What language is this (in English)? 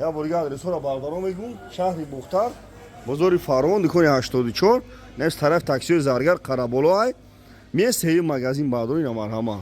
Tajik